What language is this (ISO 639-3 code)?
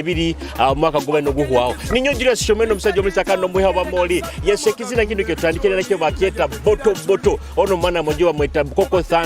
nyo